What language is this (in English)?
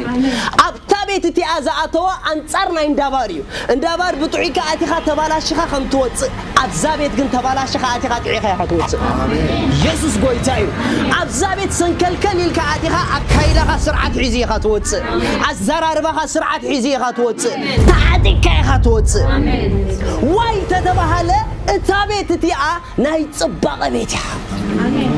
Tigrinya